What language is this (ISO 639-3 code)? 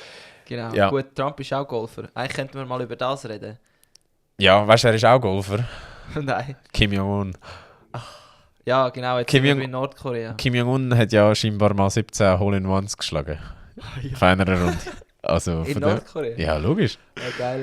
gsw